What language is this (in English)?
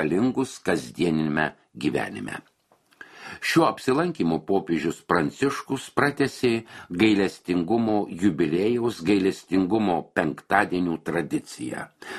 Lithuanian